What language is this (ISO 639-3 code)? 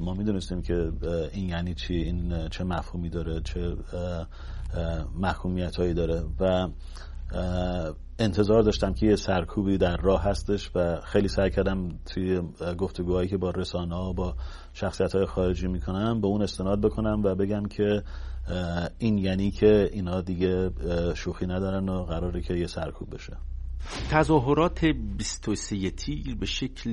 fas